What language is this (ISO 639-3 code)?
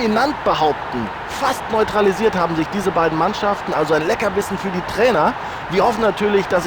bar